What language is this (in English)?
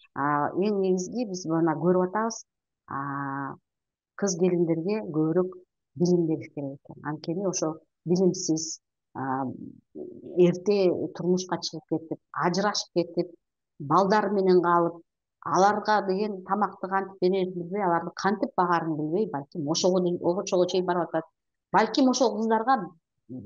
Kyrgyz